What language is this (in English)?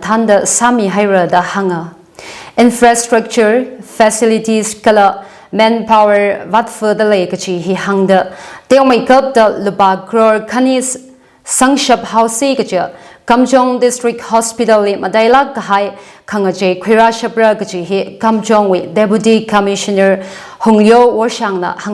Tangkhul Naga (India)